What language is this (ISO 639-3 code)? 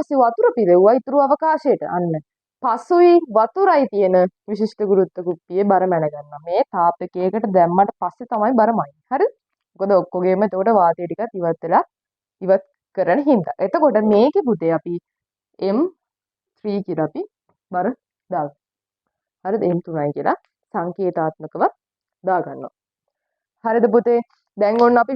sin